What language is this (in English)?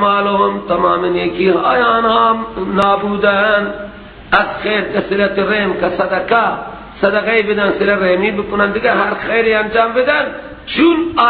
Persian